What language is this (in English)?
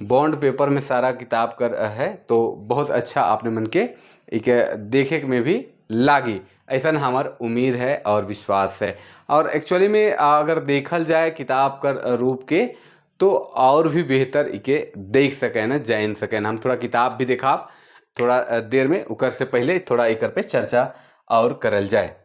Sadri